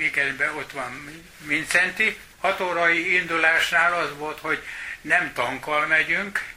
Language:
Hungarian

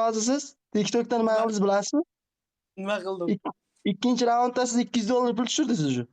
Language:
Uzbek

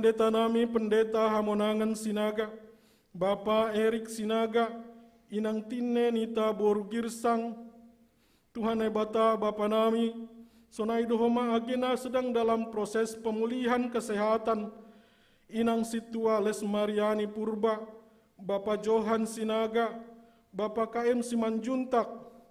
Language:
Batak Simalungun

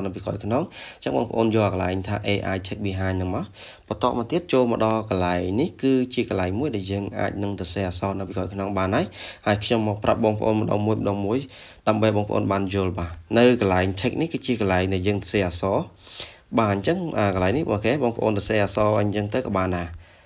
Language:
Khmer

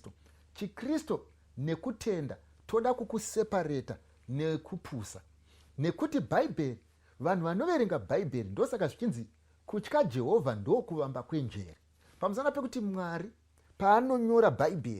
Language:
Shona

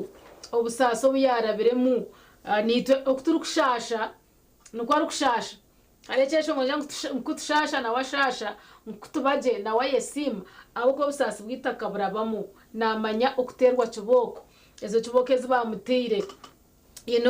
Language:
Nyankole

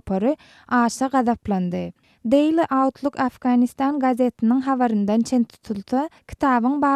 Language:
Turkmen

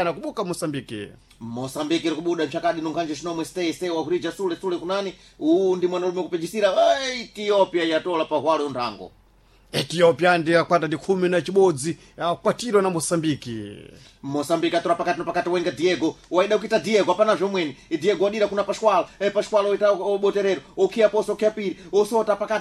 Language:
Sena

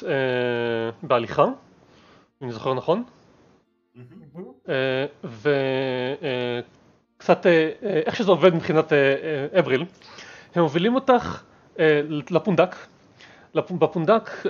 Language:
Hebrew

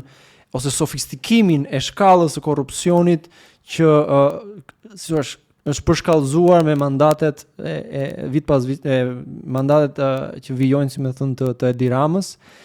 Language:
Albanian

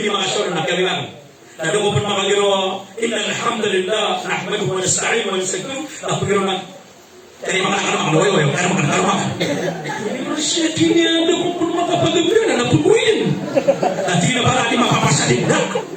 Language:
Maranao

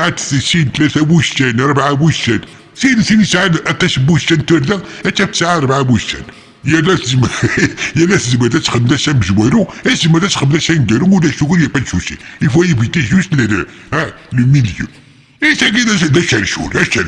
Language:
Kabyle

